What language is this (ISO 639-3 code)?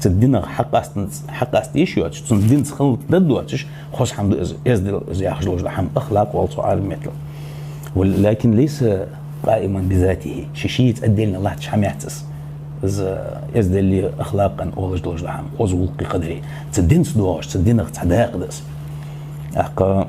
inh